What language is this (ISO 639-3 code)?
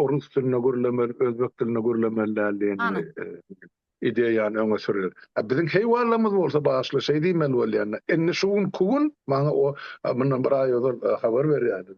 tuk